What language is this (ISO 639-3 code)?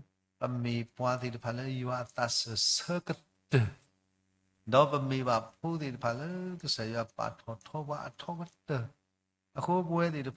ksw